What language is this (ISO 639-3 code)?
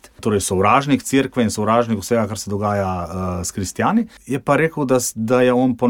slv